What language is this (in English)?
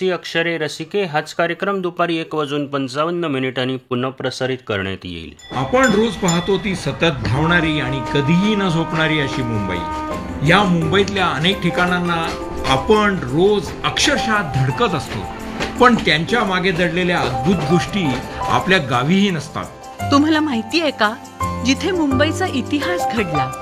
Marathi